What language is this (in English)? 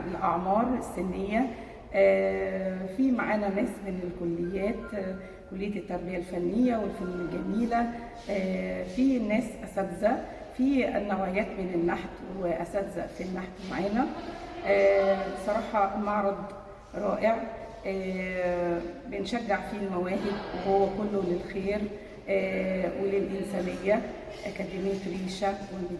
Egyptian Arabic